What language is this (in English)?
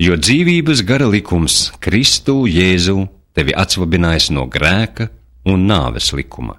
Latvian